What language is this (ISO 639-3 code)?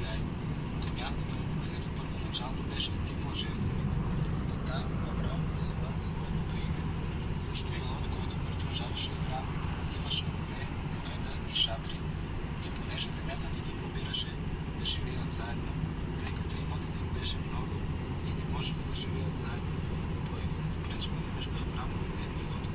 bul